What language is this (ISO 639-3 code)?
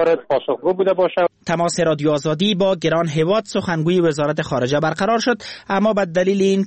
fas